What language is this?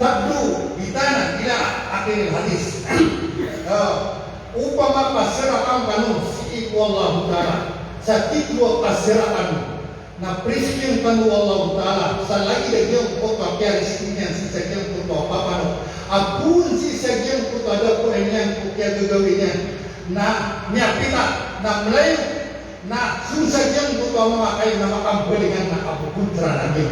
Maranao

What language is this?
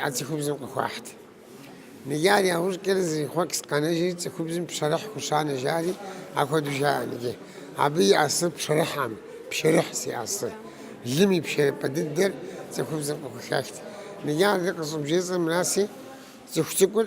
Kabardian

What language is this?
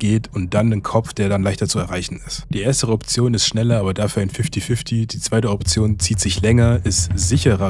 German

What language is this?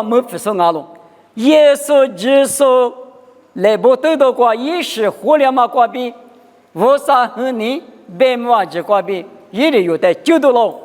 Lisu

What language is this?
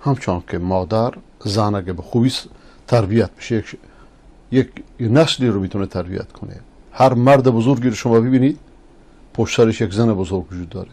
Persian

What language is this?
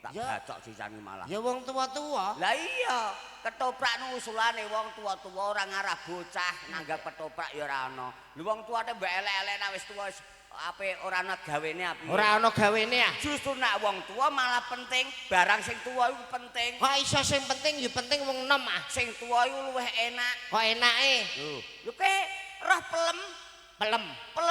Javanese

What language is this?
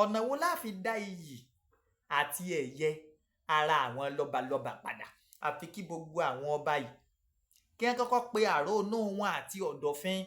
Yoruba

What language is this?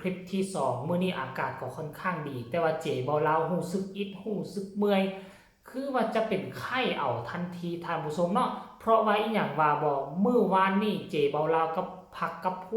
Lao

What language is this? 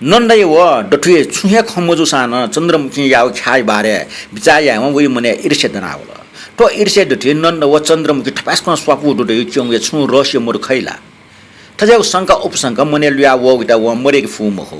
Newari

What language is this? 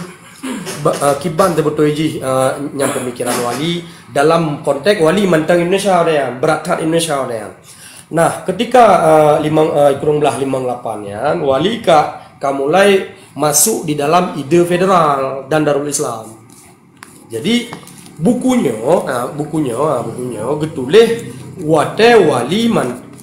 Achinese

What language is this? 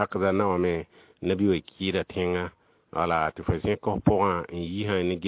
Mossi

